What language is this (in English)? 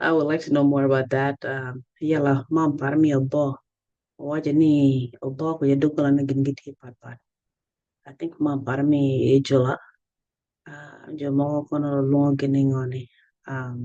Acoli